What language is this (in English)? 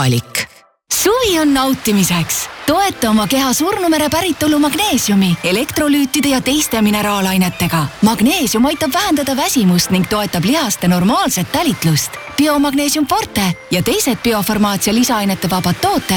Estonian